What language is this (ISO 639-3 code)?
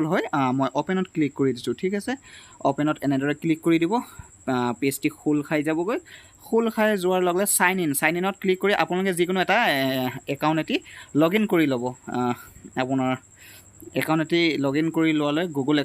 asm